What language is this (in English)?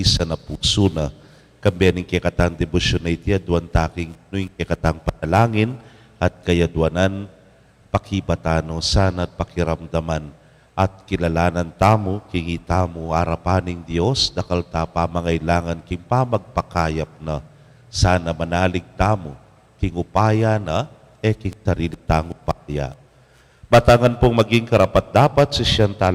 Pampanga